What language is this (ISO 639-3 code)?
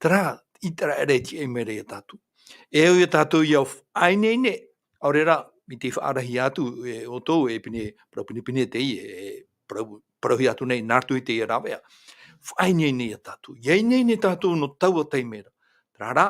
tah